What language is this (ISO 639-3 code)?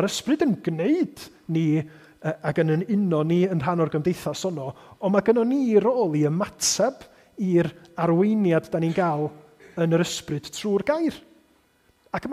cym